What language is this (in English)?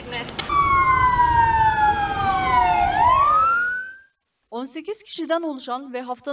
Turkish